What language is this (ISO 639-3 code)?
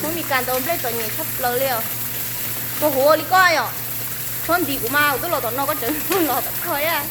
hmn